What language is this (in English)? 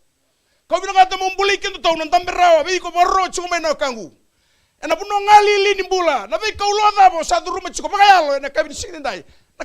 Fijian